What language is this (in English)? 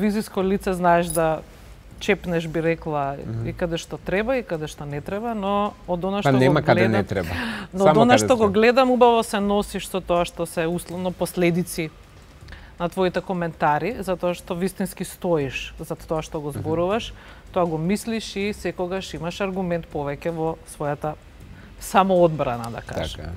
Macedonian